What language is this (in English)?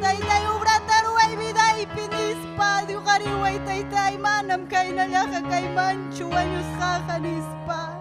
Ayacucho Quechua